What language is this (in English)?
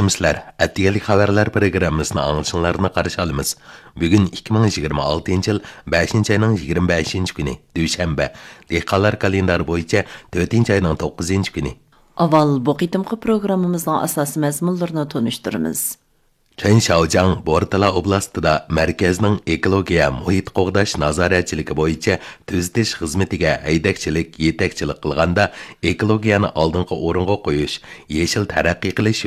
Uyghur